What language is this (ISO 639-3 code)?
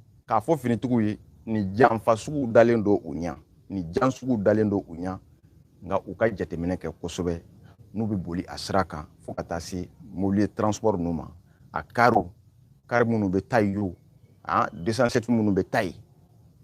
bam